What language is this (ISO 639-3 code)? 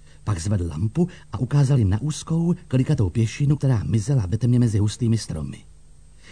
ces